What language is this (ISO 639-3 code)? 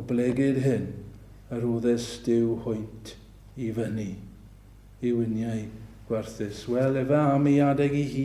cym